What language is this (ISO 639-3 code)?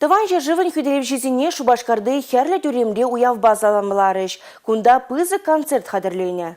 chv